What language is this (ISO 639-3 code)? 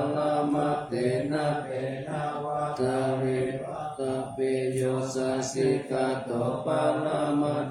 pli